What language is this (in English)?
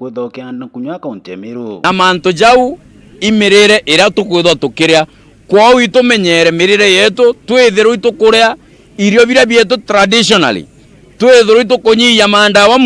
Meru